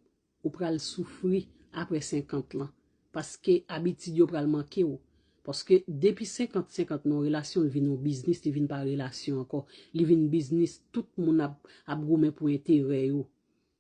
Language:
Haitian Creole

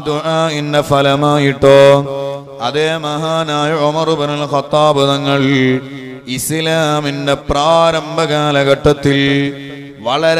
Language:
Malayalam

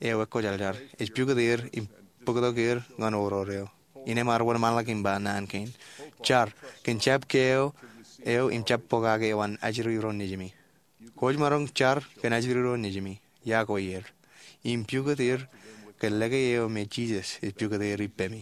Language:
Marshallese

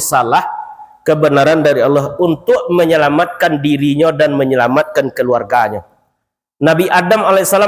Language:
Minangkabau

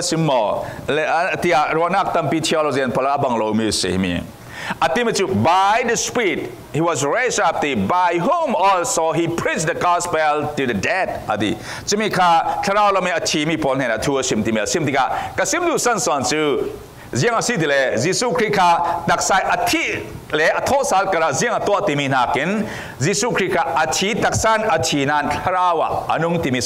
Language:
Falam Chin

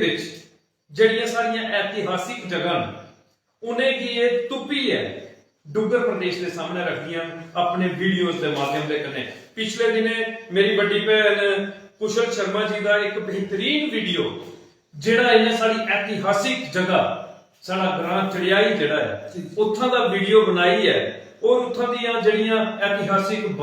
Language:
Dogri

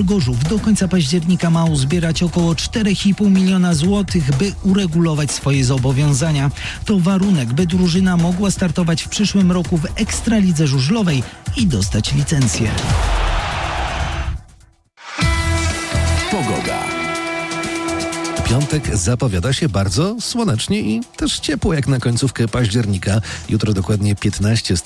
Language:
Polish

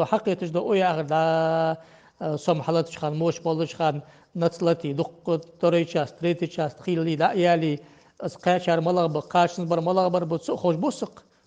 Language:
Ingush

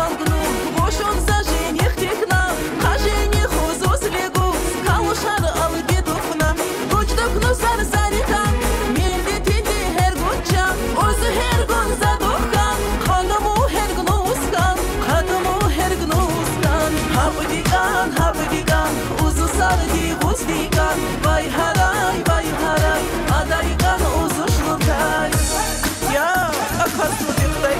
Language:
Tabassaran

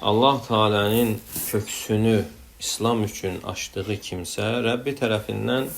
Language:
Azerbaijani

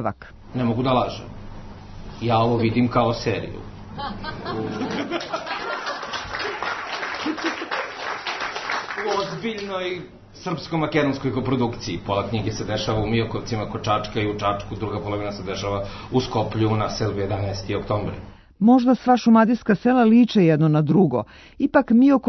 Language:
Serbian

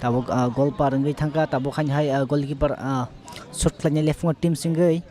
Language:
Kok Borok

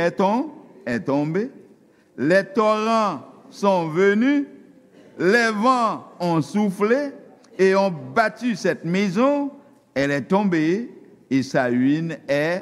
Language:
Haitian Creole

